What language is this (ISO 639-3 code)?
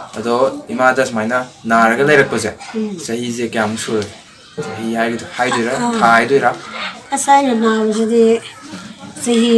mni